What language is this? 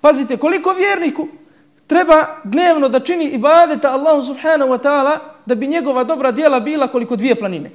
Bosnian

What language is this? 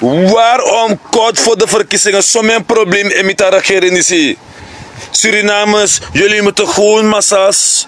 Sranan Tongo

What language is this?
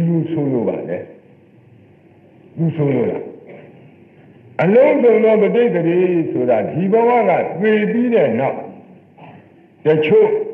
Burmese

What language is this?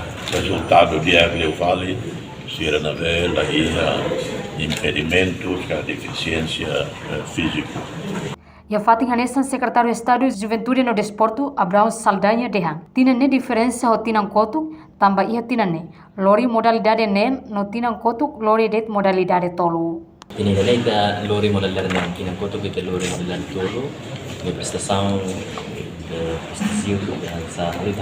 Tetum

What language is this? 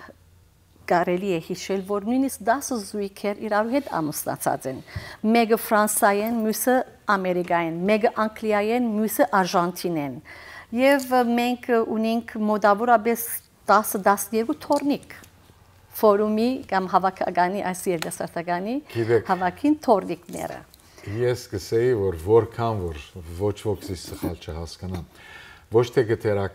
Western Armenian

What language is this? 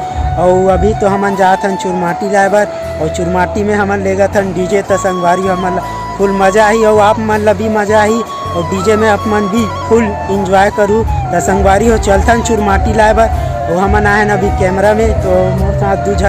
Chhattisgarhi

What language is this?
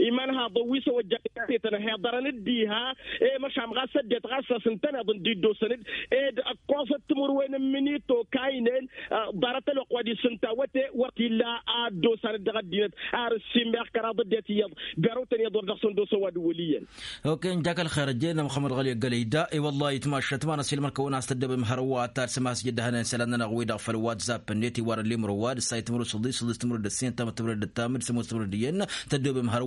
Tamasheq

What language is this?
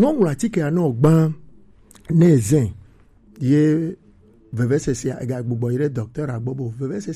Gen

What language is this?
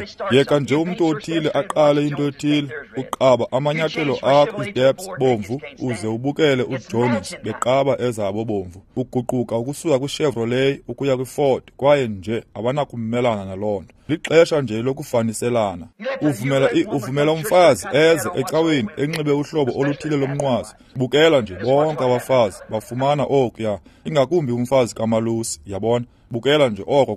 Xhosa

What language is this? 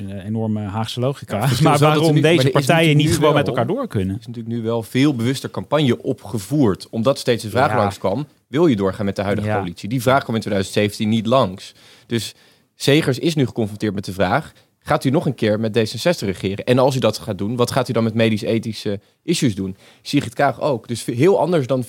Dutch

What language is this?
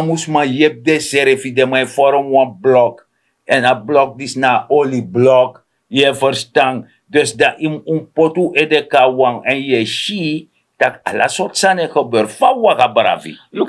Sranan Tongo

